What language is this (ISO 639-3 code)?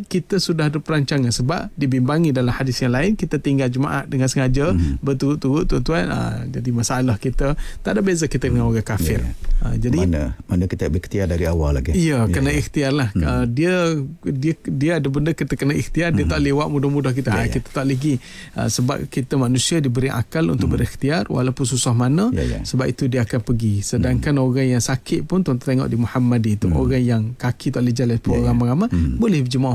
msa